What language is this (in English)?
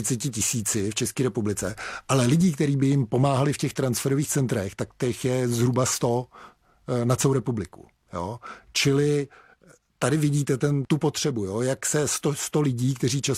Czech